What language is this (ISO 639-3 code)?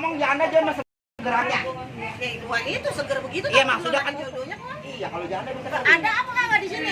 bew